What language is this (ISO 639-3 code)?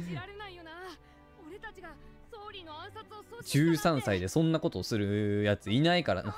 jpn